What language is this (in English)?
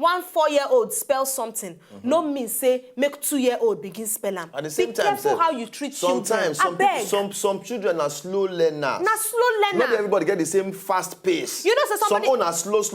Nigerian Pidgin